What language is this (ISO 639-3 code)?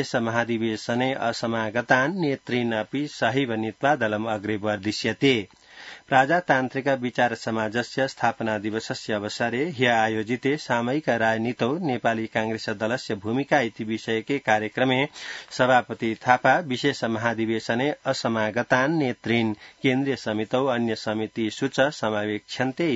san